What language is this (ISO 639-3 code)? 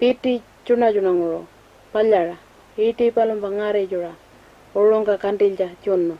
pjt